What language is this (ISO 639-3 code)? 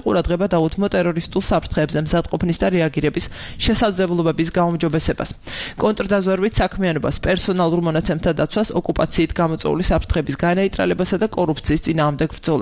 kat